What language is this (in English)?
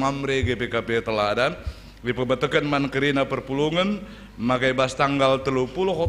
Batak Karo